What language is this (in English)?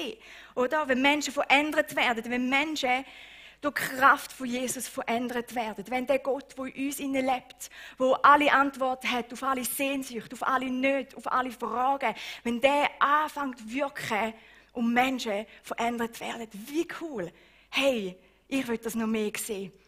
Swiss German